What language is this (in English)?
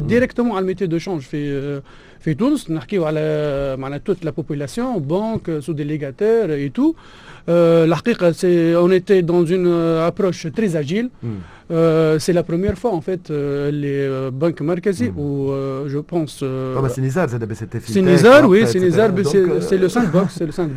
Tunisian Arabic